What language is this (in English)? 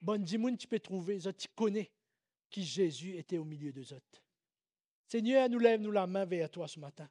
Morisyen